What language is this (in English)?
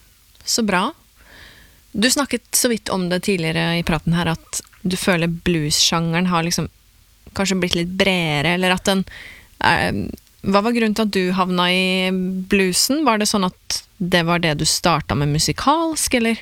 Norwegian